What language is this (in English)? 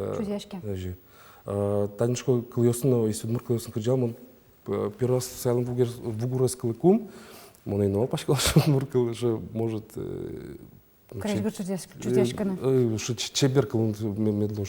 Udmurt